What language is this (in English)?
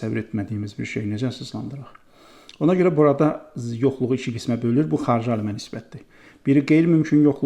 Azerbaijani